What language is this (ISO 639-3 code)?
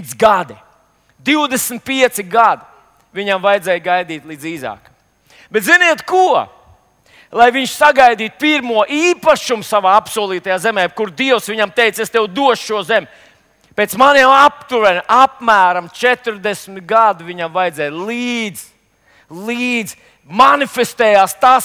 lav